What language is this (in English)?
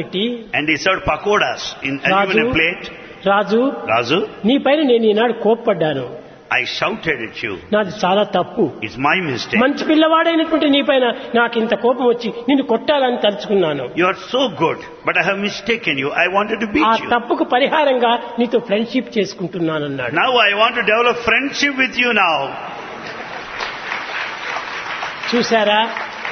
Telugu